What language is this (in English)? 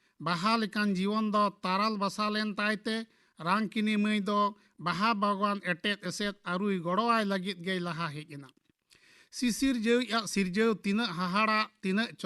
Santali